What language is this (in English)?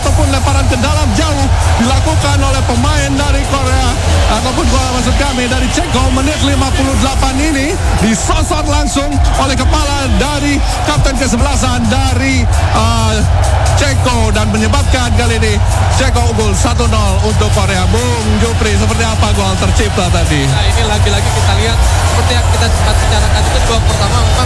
Indonesian